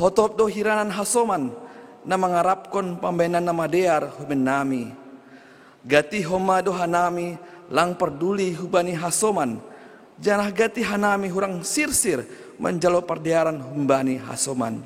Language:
Batak Simalungun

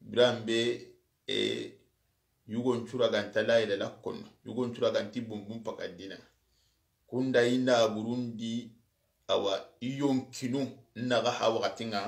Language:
Soninke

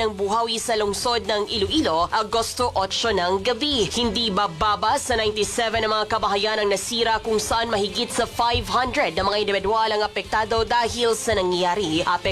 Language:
Filipino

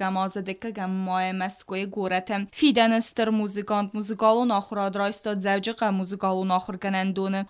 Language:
Ossetic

